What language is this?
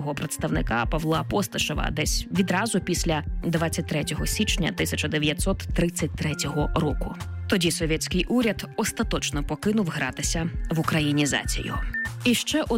Ukrainian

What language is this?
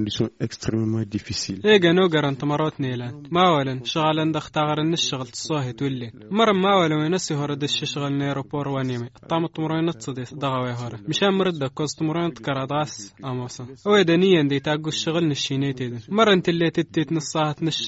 Tamasheq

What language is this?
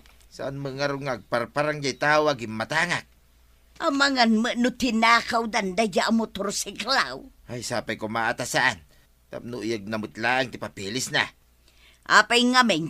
Iloko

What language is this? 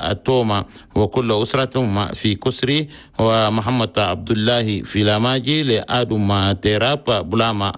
Chadian Arabic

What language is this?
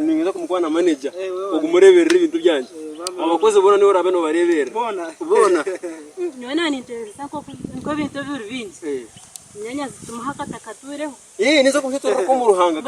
Nyankole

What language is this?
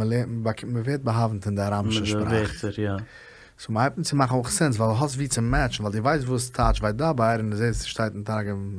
Yiddish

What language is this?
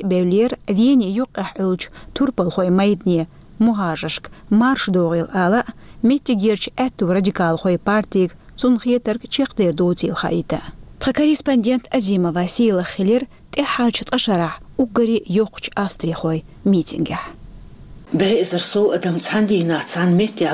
Chechen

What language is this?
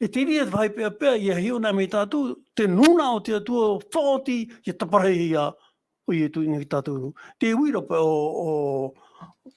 Tahitian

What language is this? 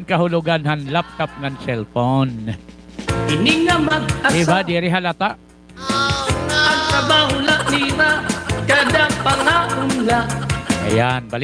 Waray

